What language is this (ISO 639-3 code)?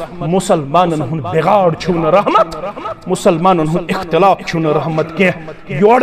kas